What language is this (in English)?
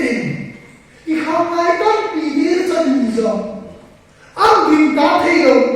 Tedim Chin